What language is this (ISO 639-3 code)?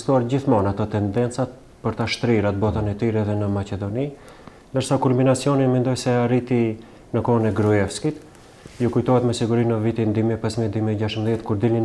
sqi